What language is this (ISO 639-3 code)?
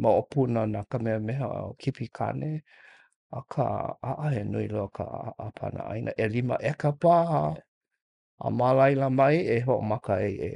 haw